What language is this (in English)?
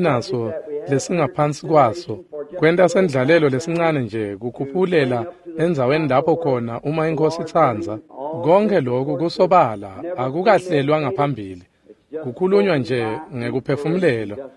Swati